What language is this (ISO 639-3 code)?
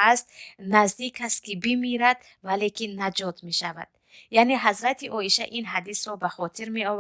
tgk